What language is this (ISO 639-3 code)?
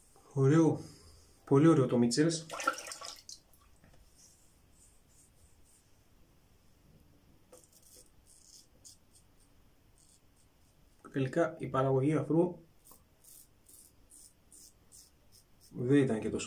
ell